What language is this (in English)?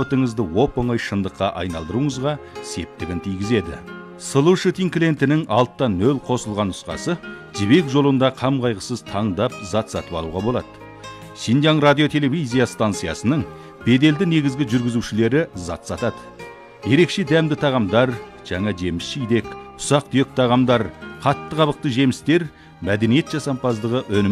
Kazakh